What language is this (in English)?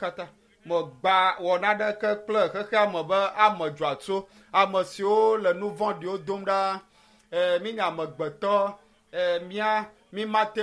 Ewe